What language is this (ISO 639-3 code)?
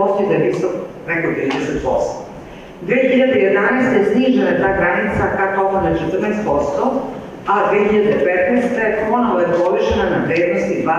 srp